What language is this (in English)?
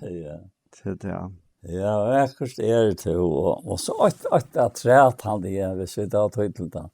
Faroese